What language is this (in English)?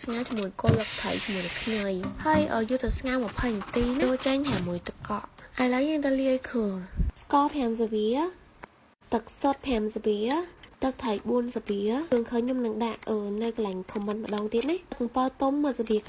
Khmer